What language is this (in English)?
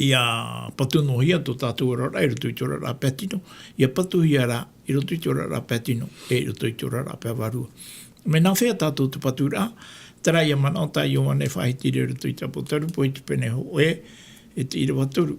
Tahitian